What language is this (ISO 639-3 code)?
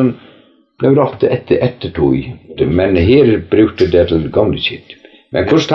fao